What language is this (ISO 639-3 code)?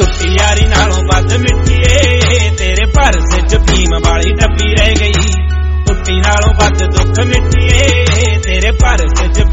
pan